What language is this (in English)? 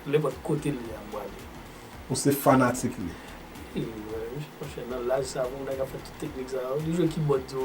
Haitian Creole